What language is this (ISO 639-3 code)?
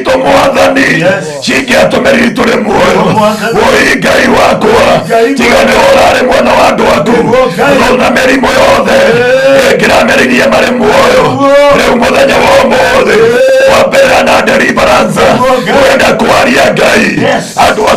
kik